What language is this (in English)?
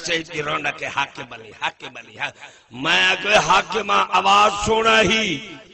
Saraiki